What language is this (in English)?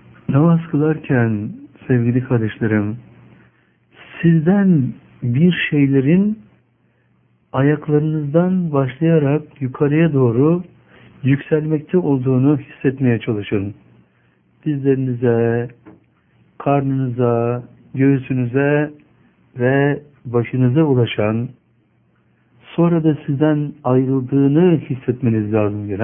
Turkish